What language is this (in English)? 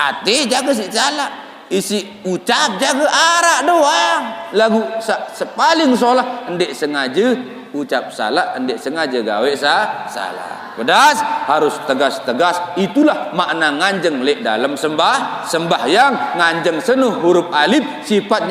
Sasak